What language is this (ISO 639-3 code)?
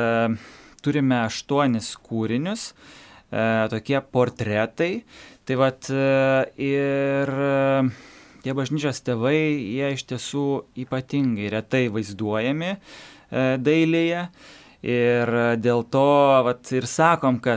lit